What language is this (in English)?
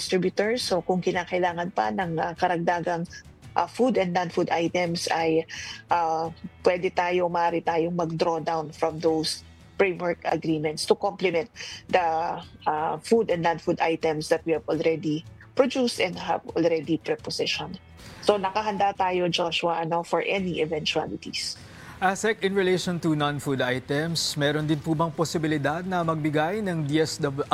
Filipino